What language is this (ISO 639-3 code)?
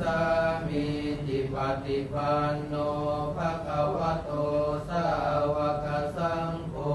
pli